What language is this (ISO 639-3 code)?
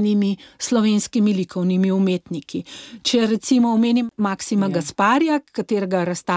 slv